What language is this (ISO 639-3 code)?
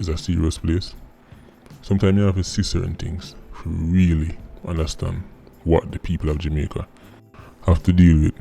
jam